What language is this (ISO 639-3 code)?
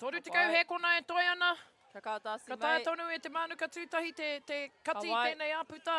mri